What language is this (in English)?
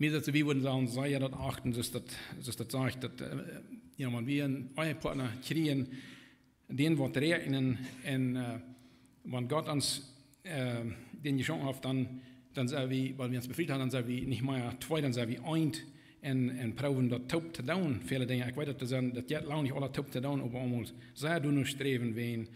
Plautdietsch